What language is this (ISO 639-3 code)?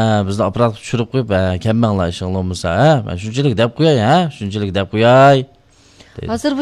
uig